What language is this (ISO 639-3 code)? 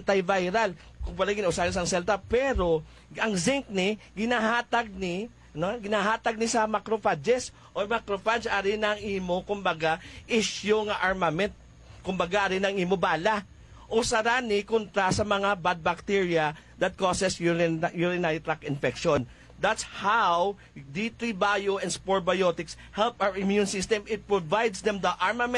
hil